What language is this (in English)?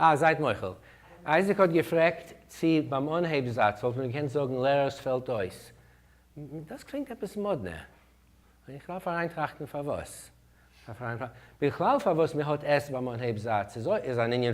Yiddish